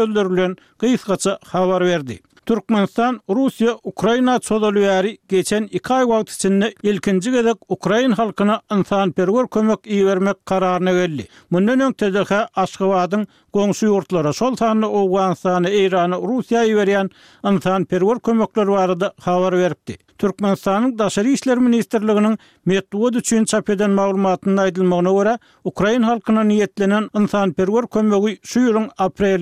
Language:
Turkmen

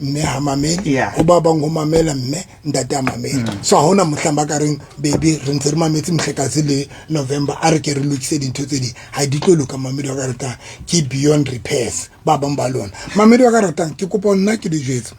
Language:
Southern Sotho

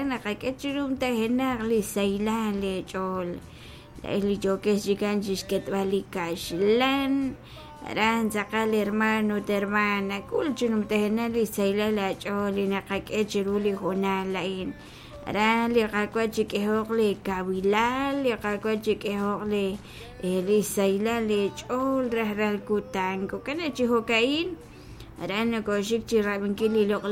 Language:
Kekchí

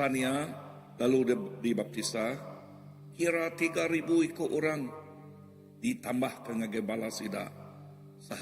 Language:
Iban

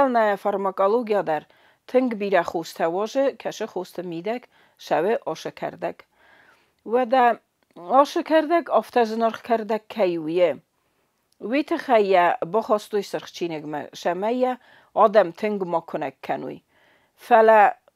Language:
Ossetic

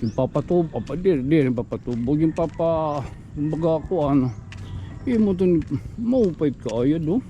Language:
Waray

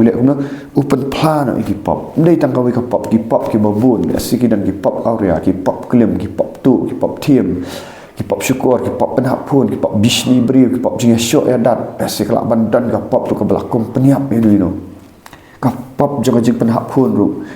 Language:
Khasi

